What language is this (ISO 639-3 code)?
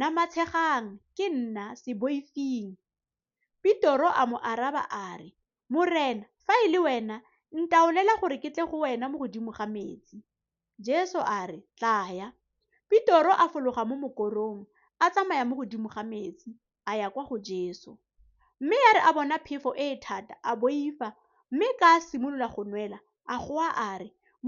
tsn